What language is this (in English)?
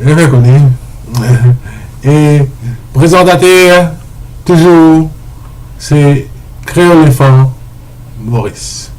Morisyen